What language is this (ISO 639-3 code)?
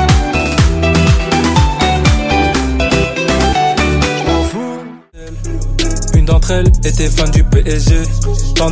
fra